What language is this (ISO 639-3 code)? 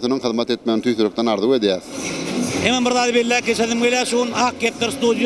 tuk